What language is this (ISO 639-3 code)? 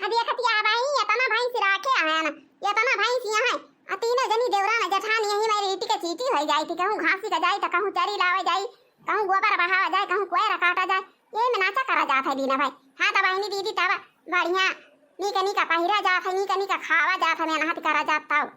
awa